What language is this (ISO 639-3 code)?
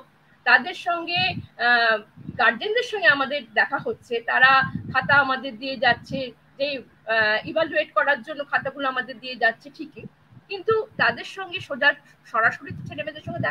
ben